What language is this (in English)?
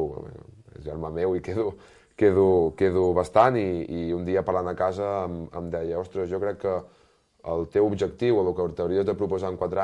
Catalan